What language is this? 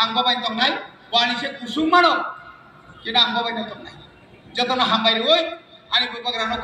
Kok Borok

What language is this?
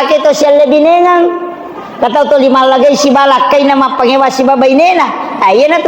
Buginese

